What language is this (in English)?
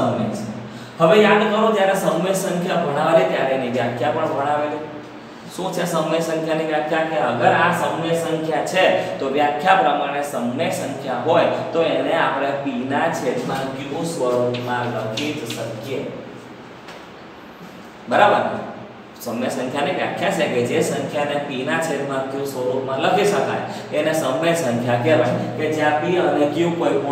Gujarati